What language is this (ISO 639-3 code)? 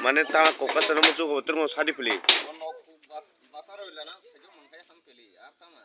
trp